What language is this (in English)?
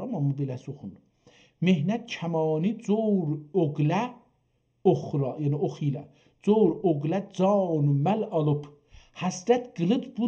South Azerbaijani